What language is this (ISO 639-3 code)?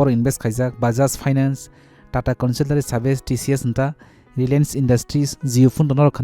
trp